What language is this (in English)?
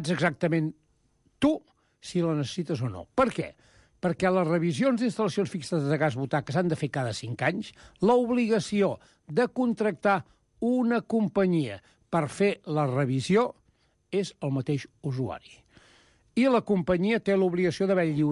Catalan